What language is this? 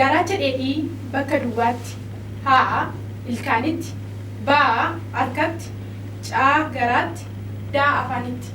Oromo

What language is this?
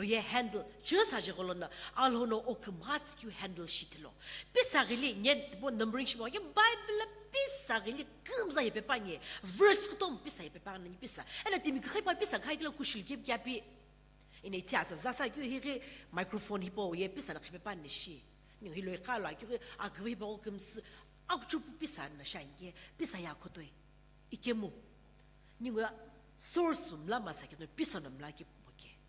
Sumi Naga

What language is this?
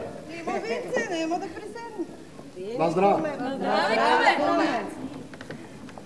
Bulgarian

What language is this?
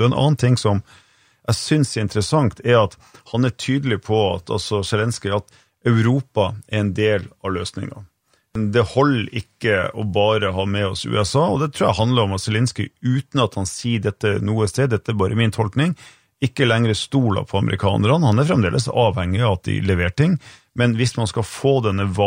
Norwegian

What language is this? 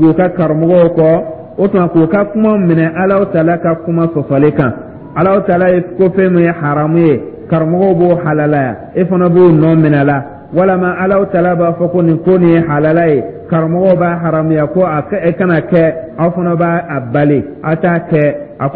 Dyula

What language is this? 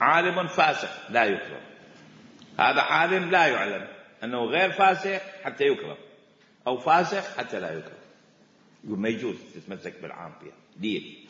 Mesopotamian Arabic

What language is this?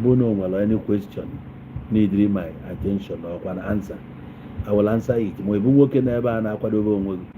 Igbo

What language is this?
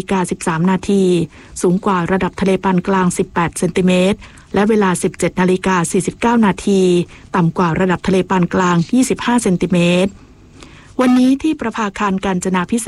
Thai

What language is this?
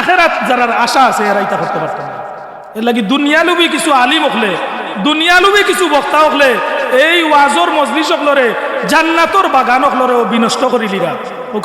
Sylheti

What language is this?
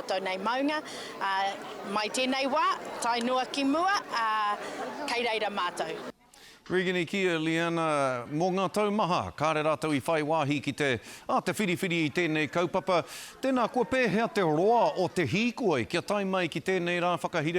Māori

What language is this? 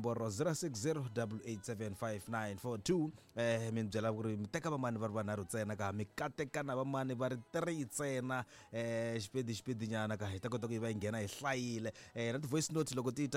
Tsonga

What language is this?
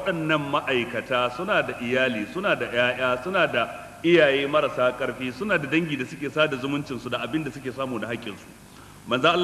Hausa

